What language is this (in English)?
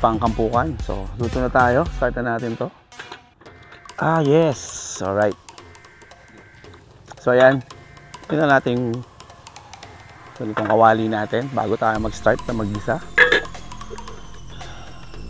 Filipino